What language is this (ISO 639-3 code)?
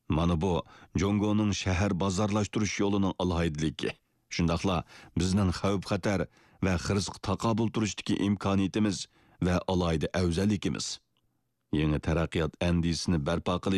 uig